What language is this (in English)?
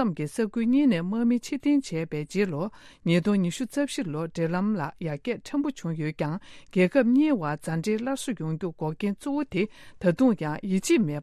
Tibetan